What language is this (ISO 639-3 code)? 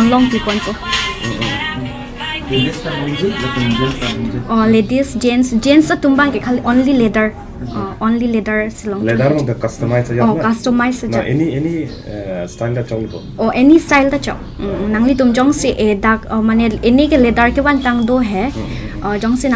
mjw